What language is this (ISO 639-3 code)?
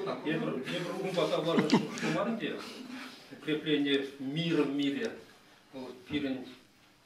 chv